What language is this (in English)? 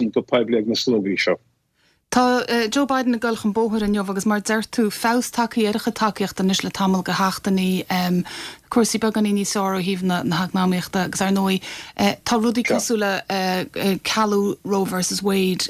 Irish